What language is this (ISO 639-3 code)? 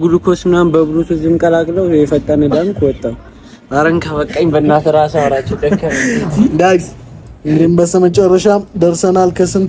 amh